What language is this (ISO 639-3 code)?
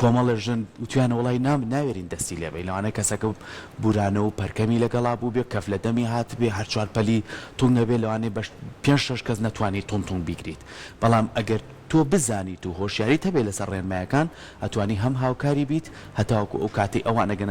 ckb